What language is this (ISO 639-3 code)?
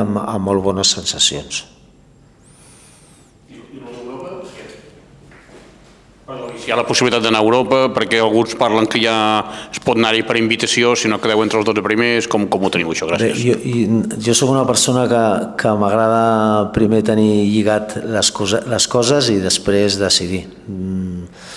cat